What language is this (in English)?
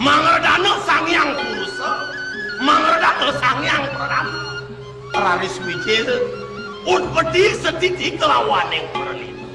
Balinese